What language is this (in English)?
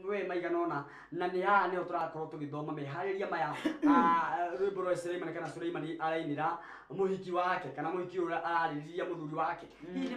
Kikuyu